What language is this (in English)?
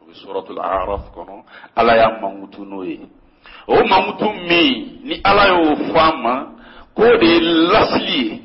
Bambara